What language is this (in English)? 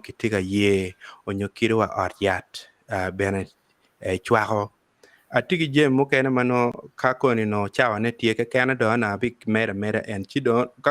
Acoli